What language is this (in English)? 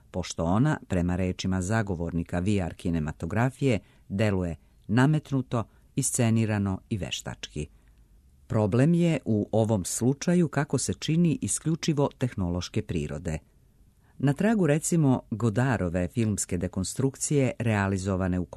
Serbian